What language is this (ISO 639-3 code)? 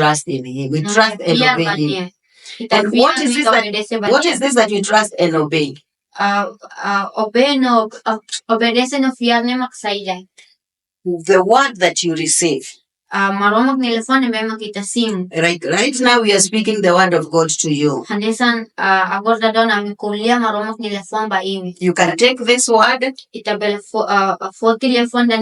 tet